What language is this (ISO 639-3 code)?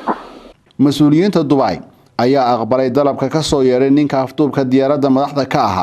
som